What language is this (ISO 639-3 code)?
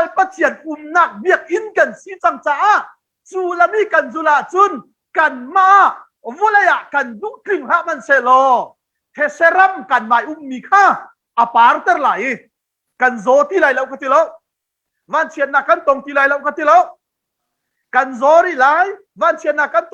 cnh